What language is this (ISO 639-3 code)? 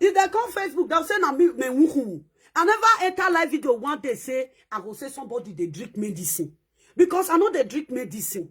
pcm